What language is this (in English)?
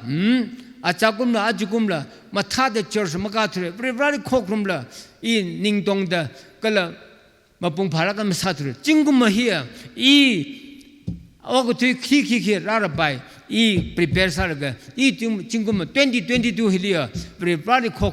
Tangkhul Naga (India)